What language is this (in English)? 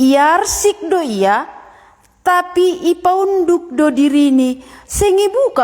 Batak Simalungun